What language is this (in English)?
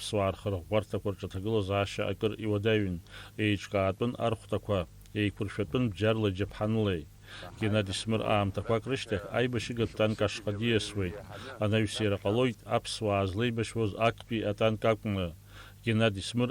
Abkhazian